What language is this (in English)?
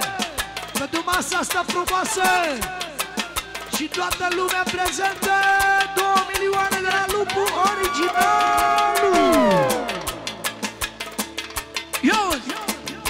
Romanian